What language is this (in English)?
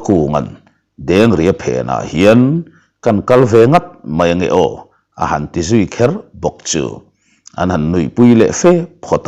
Mizo